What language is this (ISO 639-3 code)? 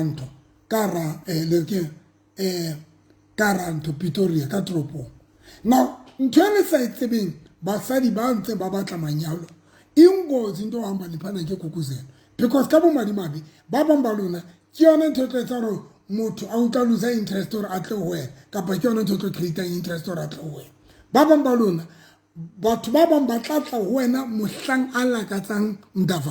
sot